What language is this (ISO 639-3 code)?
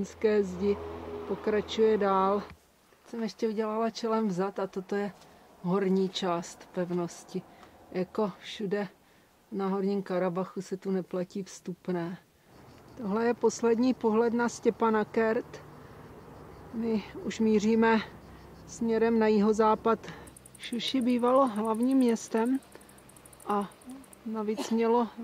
ces